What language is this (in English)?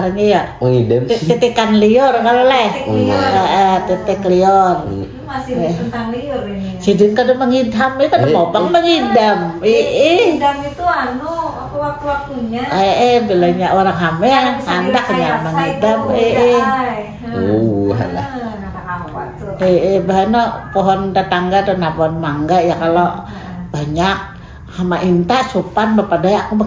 Banjar